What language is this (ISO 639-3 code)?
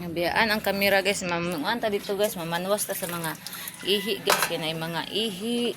ceb